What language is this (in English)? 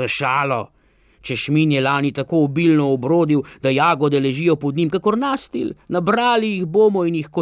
Slovenian